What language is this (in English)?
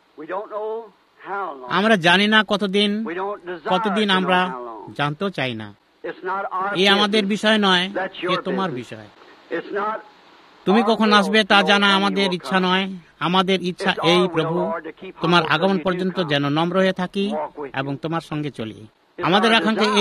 Bangla